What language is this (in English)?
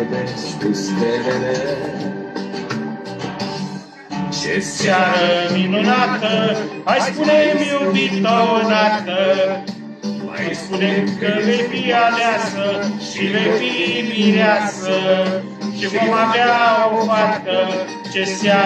Romanian